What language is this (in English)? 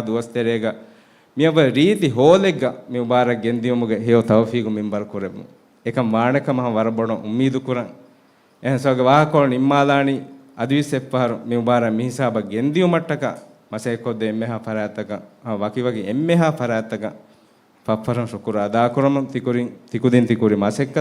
Divehi